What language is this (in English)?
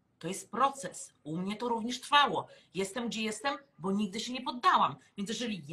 Polish